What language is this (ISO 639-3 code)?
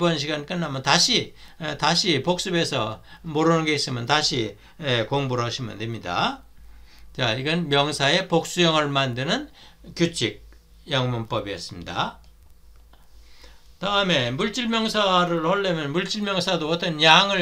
kor